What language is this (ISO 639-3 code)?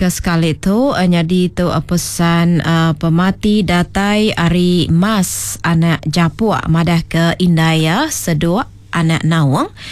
iba